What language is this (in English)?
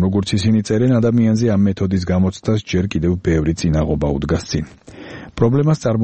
Georgian